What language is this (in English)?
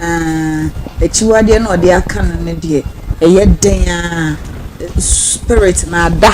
Akan